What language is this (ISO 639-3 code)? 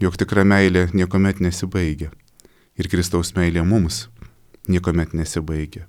lit